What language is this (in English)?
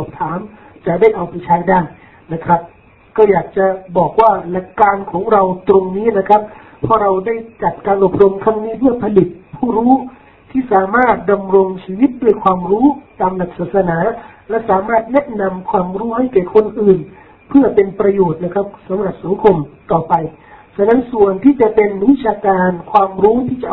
Thai